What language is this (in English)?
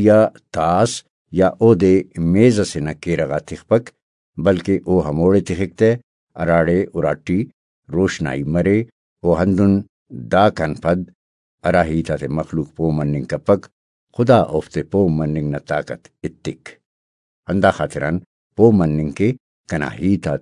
Brahui